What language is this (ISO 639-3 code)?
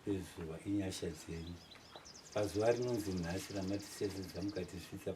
sna